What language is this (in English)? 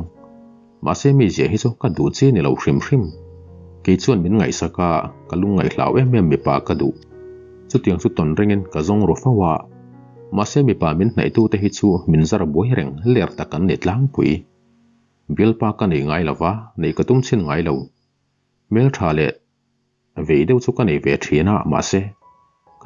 Mizo